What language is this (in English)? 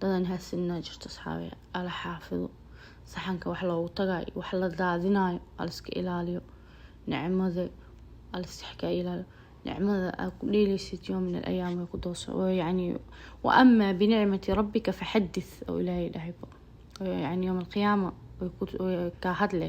Somali